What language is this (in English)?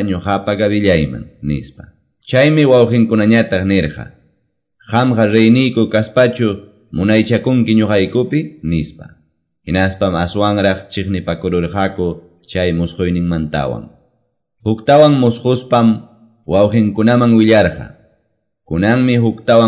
Quechua